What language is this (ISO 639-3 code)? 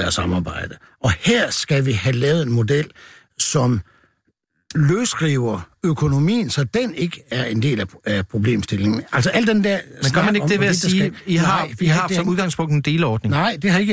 dan